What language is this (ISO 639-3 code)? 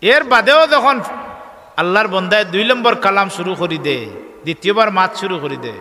syl